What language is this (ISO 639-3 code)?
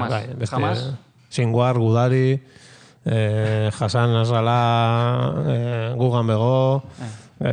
eus